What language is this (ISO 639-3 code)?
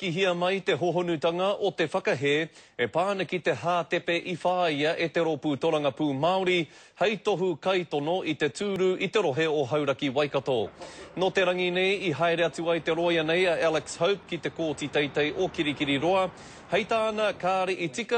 mri